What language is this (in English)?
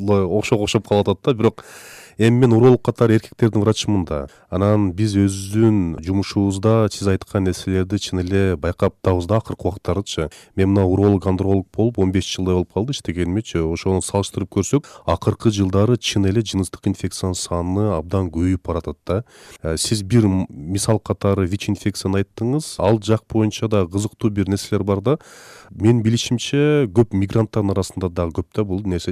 Kyrgyz